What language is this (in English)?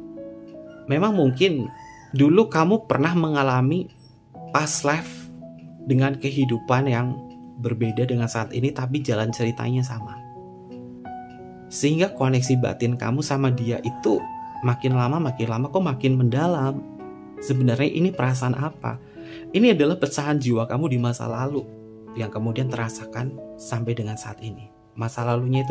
Indonesian